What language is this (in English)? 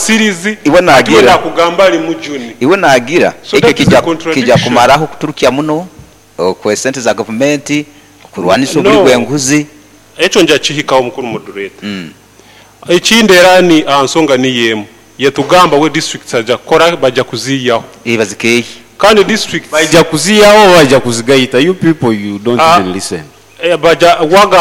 Nyoro